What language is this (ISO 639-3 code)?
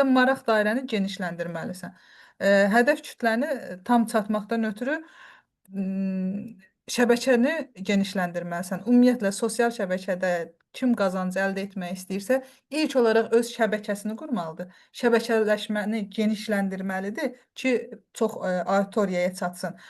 aze